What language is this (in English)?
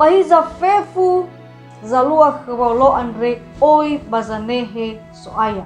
Nias